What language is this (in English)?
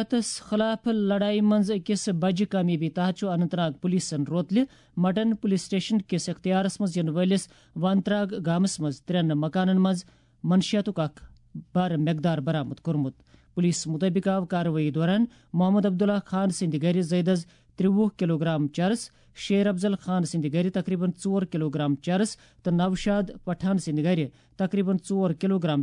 Kashmiri